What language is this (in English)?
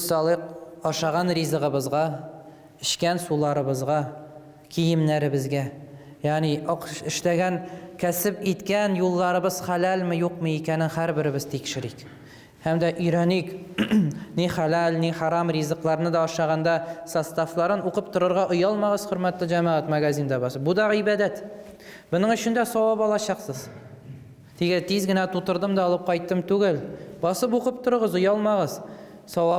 Tatar